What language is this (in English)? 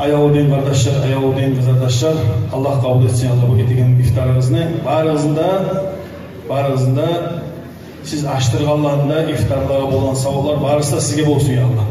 Kumyk